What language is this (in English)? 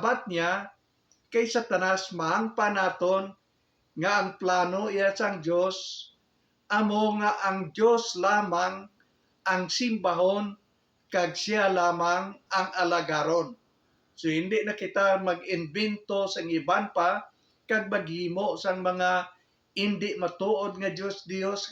Hiligaynon